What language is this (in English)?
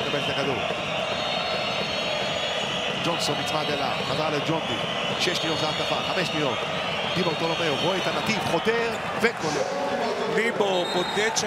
Hebrew